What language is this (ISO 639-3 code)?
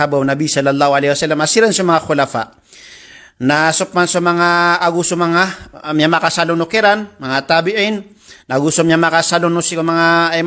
mrw